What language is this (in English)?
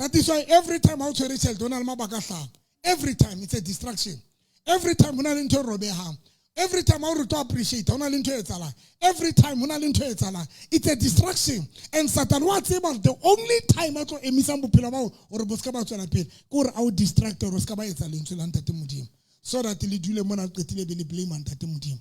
Southern Sotho